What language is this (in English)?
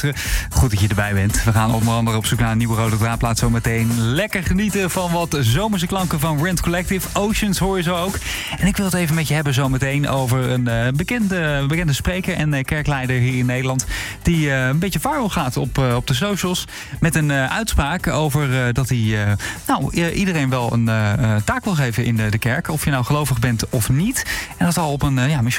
Dutch